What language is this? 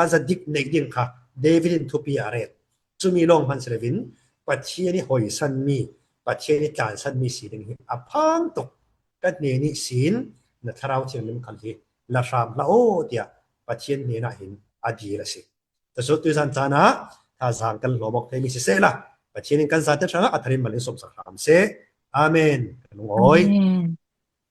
Falam Chin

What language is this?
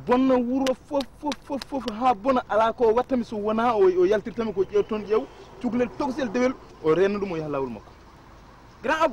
Fula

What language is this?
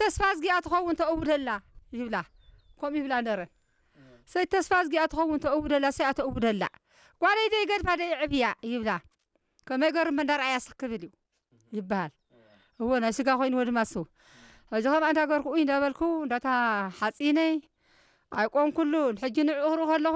Tigrinya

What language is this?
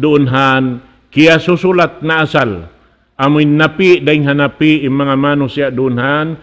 Tausug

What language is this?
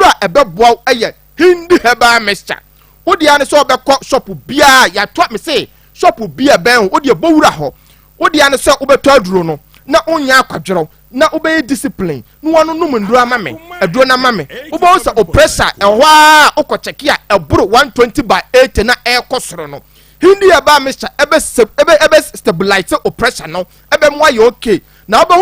Akan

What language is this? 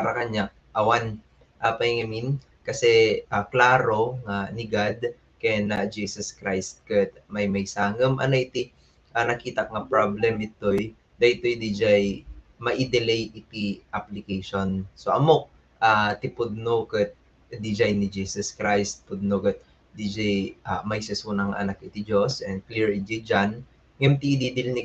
Iloko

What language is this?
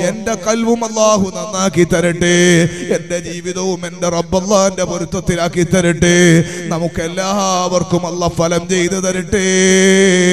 Malayalam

